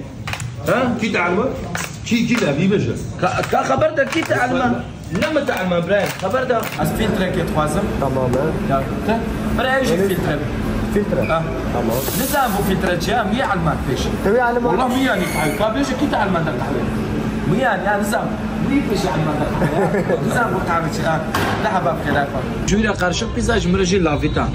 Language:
Kurdish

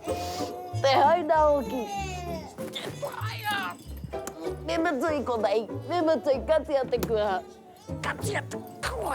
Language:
Māori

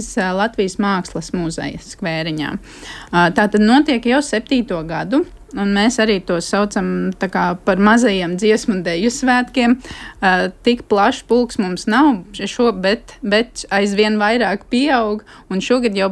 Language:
Latvian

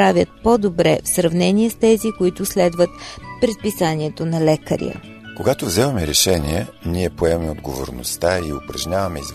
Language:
Bulgarian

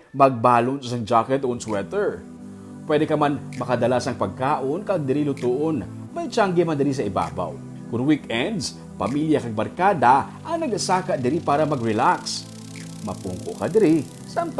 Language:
Hiligaynon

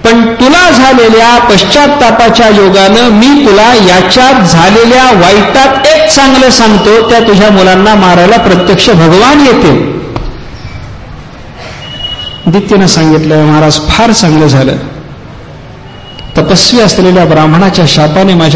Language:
Marathi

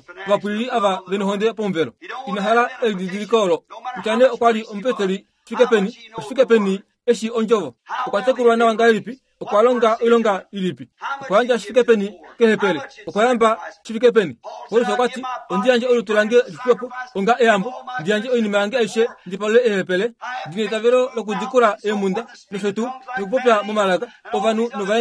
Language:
Kuanyama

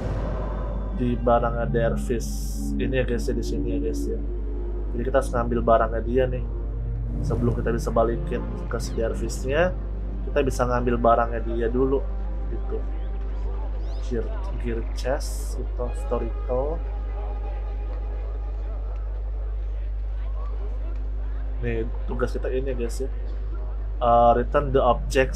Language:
Indonesian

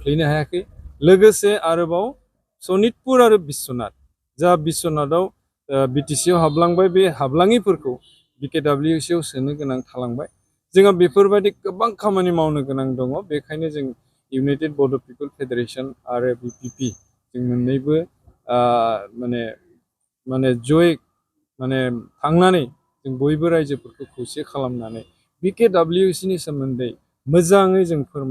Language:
Bodo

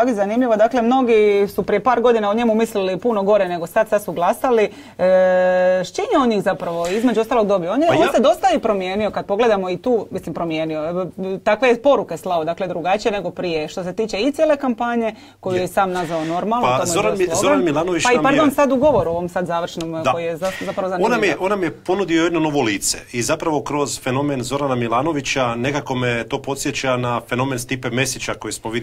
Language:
Croatian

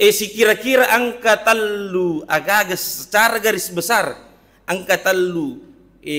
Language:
Buginese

